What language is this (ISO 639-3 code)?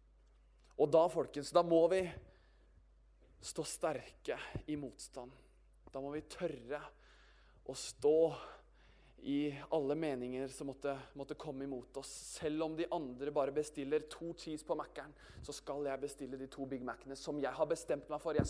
nor